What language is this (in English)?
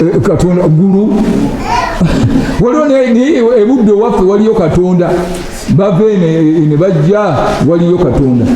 Ganda